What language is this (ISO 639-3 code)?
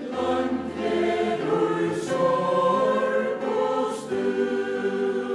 fao